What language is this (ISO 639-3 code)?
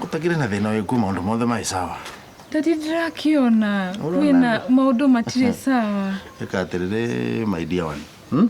kik